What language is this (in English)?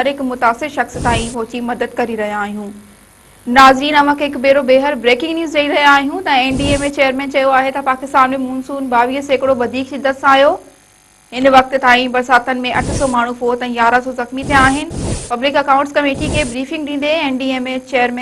Sindhi